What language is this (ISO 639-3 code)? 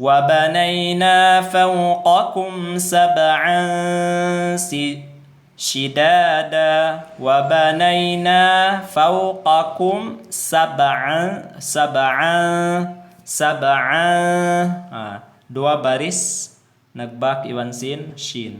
tsg